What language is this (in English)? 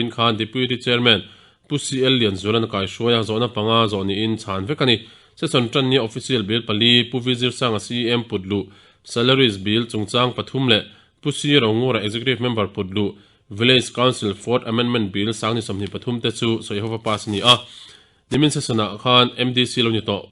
Mizo